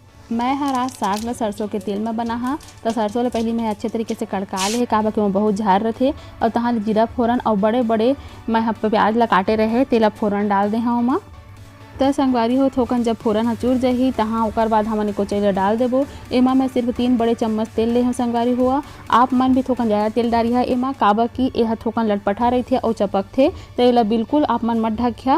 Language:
Chhattisgarhi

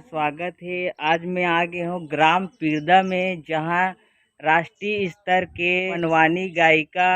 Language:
Chhattisgarhi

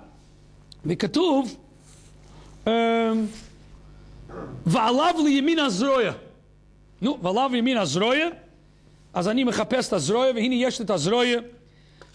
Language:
Hebrew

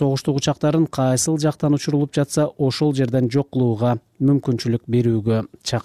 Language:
Kyrgyz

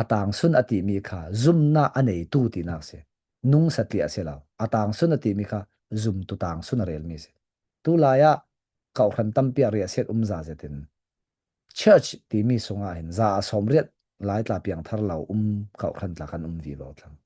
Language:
Falam Chin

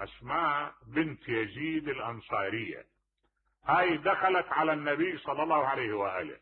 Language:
Mesopotamian Arabic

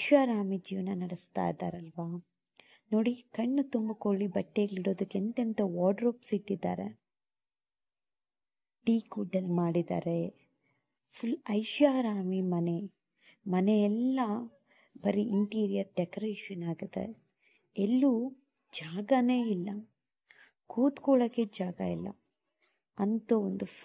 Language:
Kannada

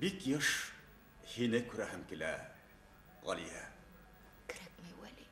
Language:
Bashkir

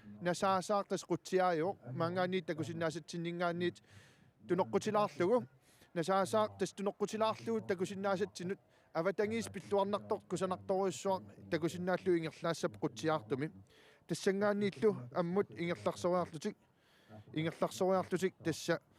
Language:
Kalaallisut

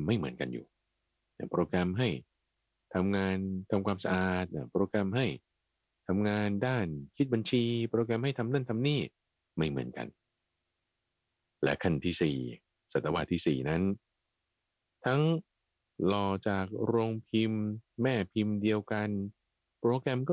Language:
Thai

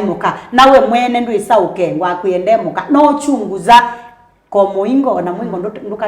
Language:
Kamba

